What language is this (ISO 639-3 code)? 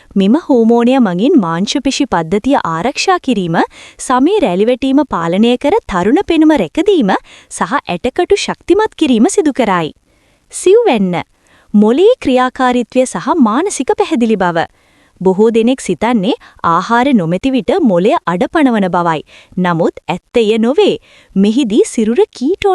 sin